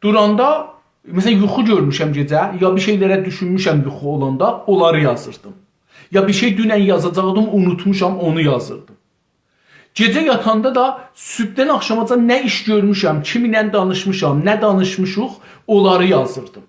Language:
South Azerbaijani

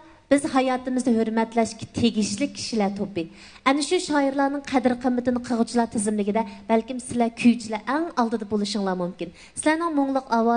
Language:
Uyghur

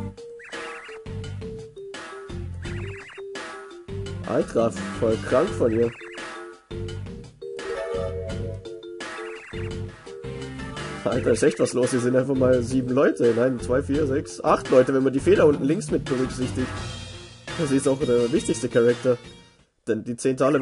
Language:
German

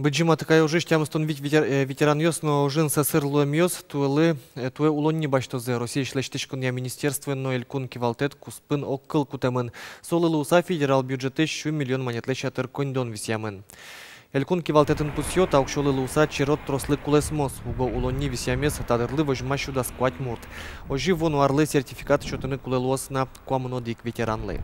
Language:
Udmurt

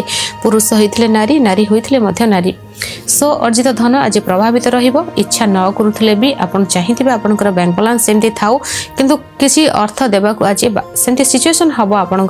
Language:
Odia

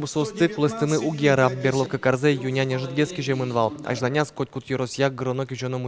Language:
Udmurt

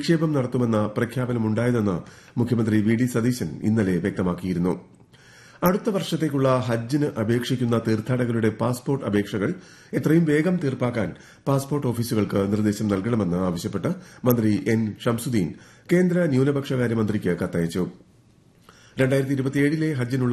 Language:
Malayalam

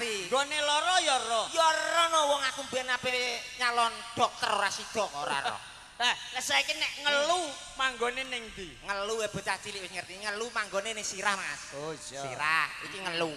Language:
Javanese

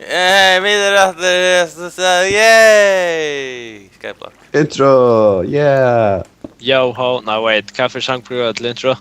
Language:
Faroese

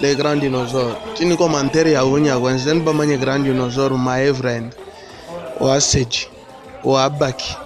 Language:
Luba-Lulua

